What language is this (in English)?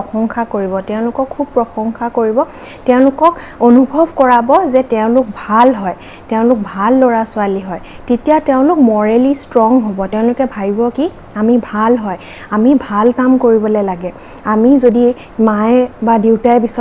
Assamese